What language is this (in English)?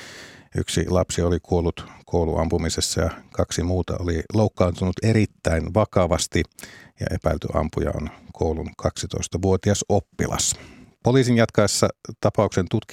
Finnish